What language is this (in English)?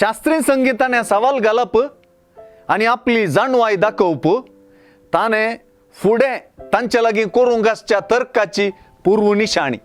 Konkani